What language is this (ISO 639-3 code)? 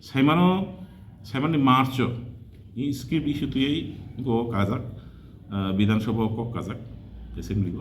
trp